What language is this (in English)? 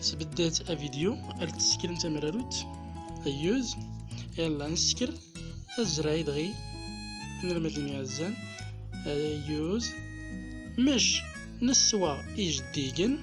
Central Atlas Tamazight